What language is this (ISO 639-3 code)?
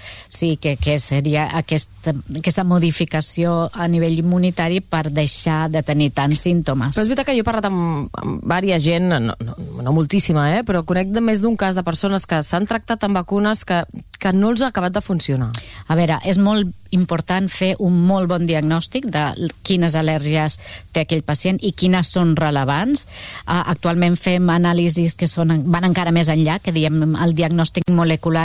cat